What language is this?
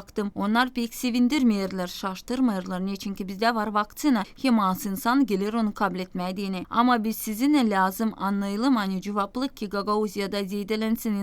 Gagauz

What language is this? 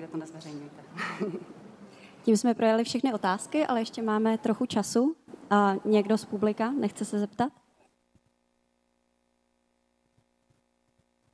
Czech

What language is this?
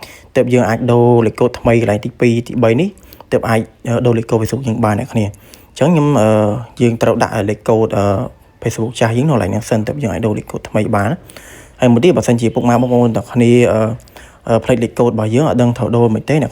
Khmer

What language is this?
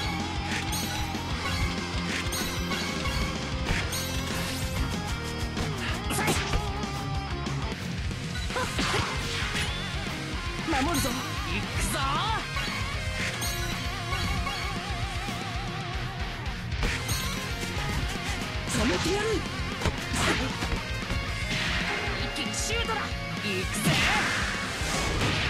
Japanese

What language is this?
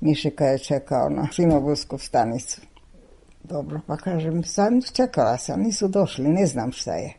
Serbian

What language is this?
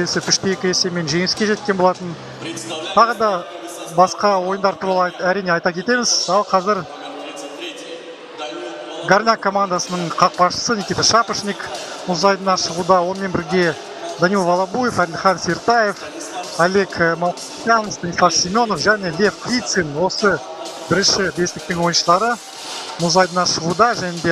Kazakh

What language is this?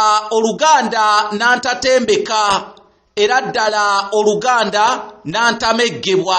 Ganda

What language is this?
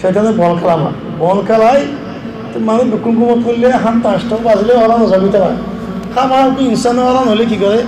Rohingya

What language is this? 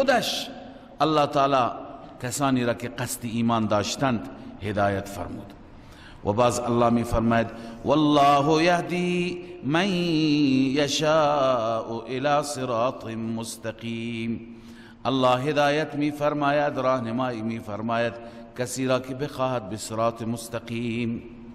Persian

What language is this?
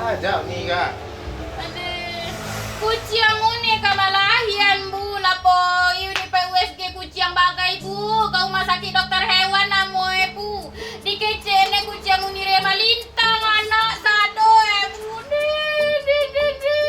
Minangkabau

